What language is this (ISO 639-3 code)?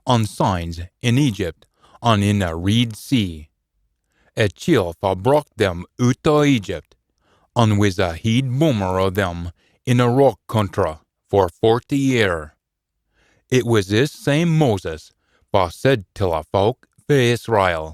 sco